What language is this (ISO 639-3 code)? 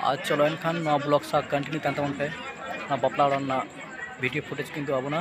sat